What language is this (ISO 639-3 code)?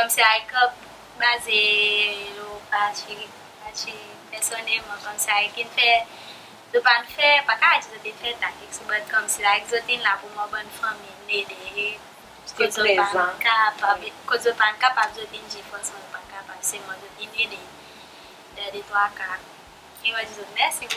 crs